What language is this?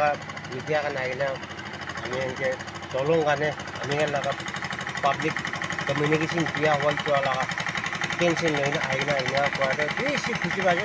Naga Pidgin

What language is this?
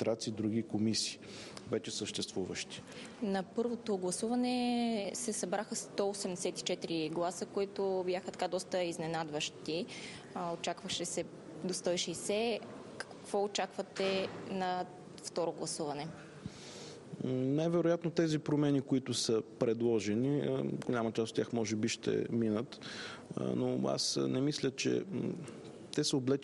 Bulgarian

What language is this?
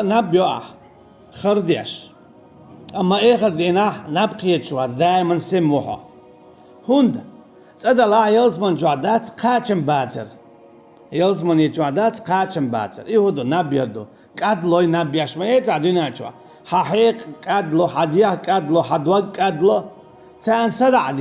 Chechen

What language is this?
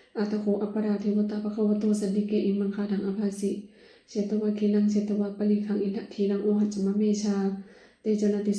Pali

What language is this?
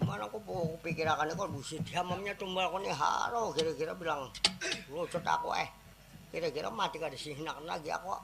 Banjar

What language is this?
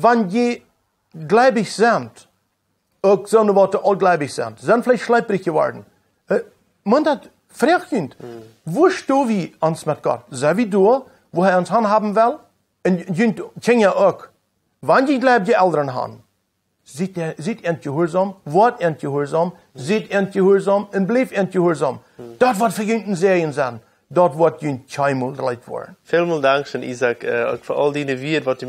Plautdietsch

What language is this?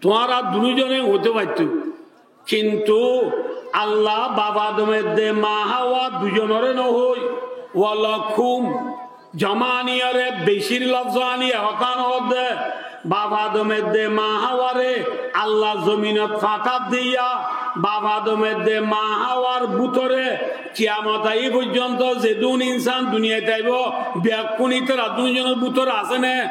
Rohingya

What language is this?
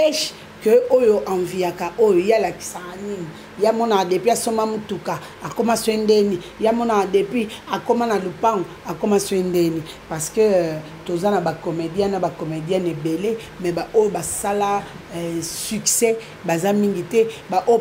Lingala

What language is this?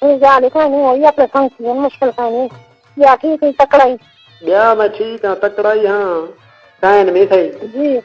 Saraiki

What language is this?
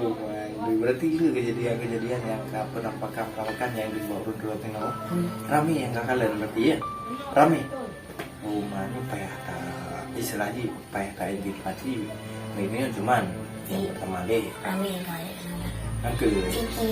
Achinese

